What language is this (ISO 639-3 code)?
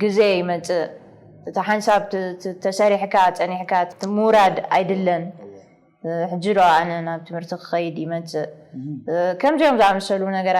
tir